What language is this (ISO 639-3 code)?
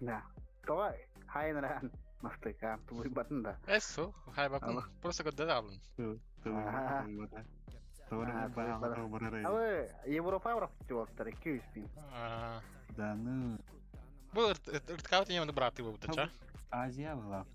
sah